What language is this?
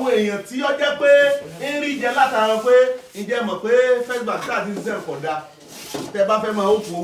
Yoruba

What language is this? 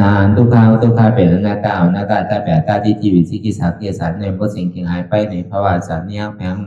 Lü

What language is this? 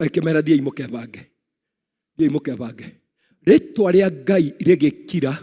Kikuyu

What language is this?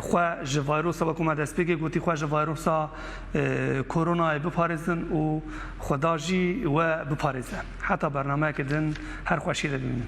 Kurdish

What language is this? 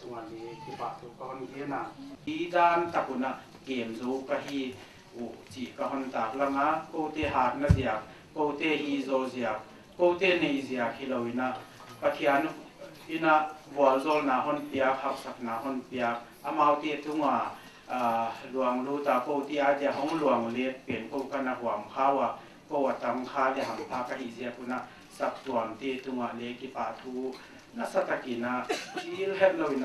Paite Chin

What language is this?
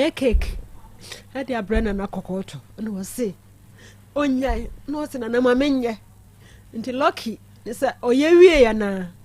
Akan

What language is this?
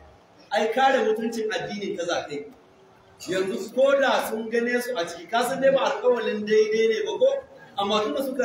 Hausa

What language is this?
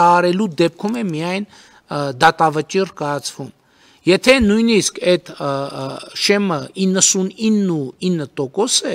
Armenian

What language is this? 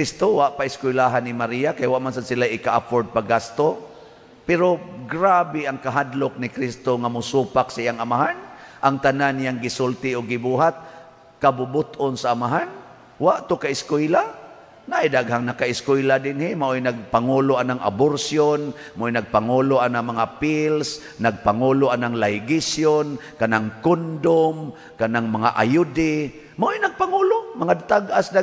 Cebuano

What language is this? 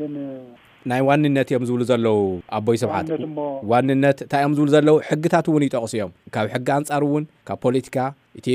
Tigrinya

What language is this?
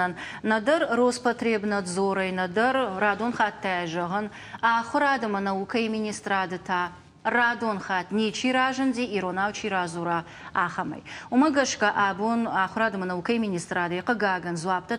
Ossetic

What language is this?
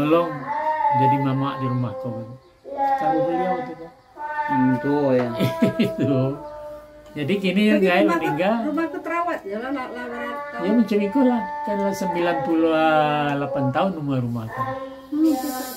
Minangkabau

